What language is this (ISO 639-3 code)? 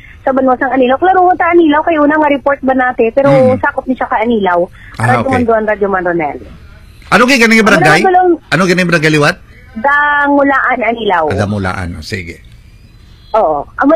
hil